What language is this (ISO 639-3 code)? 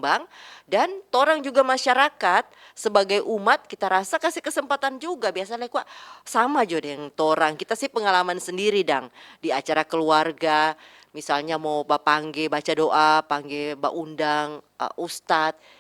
xmm